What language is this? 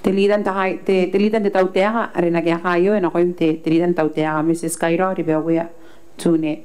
Gilbertese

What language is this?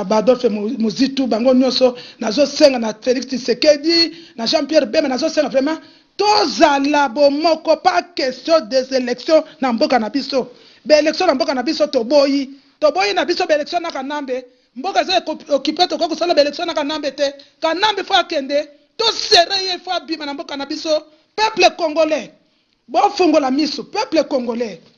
Lingala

